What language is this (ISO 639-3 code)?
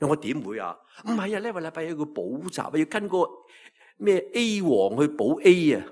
yue